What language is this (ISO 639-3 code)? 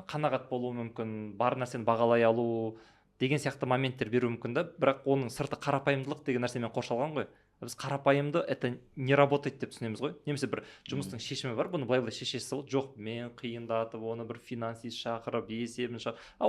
kaz